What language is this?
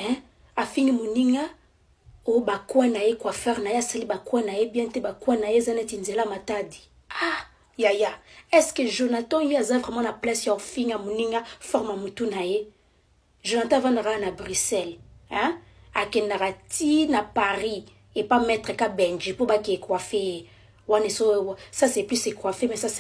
Lingala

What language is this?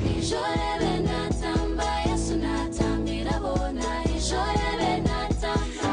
Nyankole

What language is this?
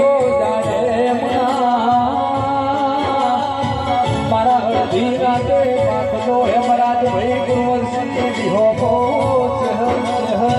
Gujarati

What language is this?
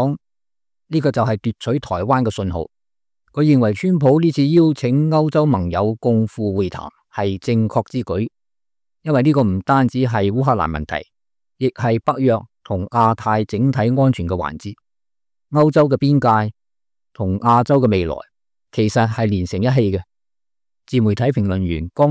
Cantonese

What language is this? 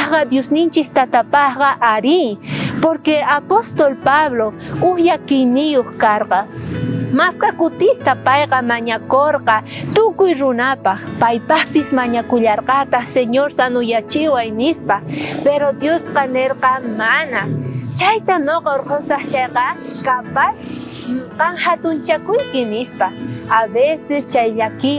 South Bolivian Quechua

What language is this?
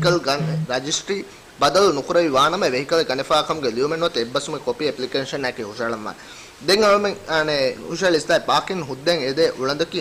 Divehi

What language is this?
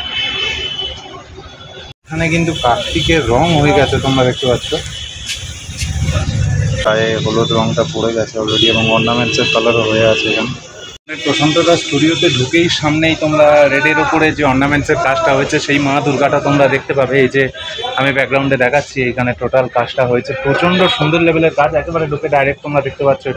Bangla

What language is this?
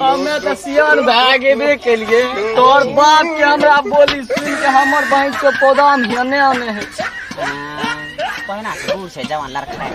Maithili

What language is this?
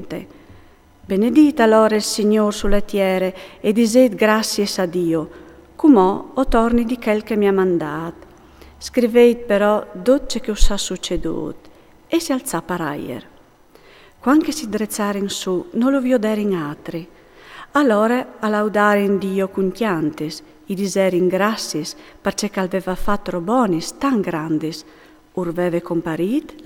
Friulian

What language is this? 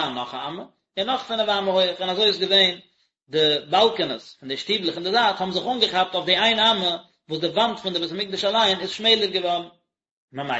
Yiddish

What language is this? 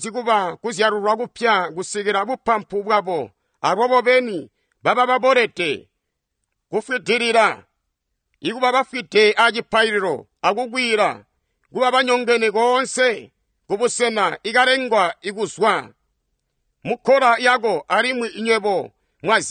Tonga (Zambia)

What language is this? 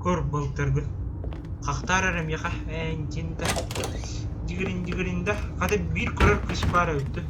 Yakut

